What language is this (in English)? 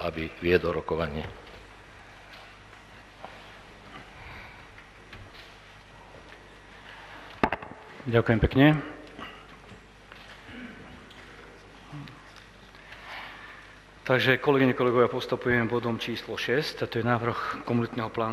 Slovak